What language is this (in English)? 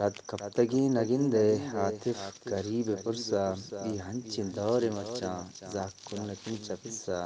Eastern Balochi